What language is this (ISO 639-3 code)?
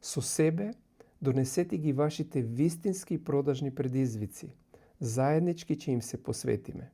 mkd